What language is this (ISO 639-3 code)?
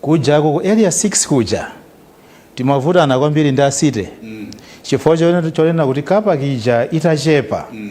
nya